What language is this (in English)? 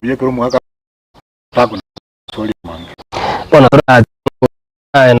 Gusii